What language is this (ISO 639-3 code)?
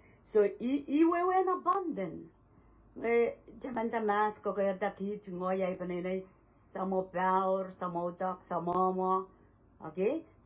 pon